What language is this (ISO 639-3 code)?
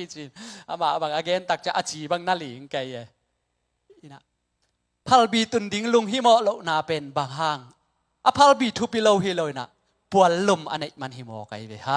ctd